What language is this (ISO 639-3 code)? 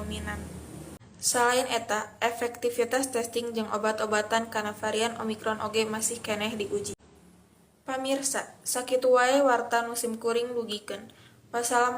sun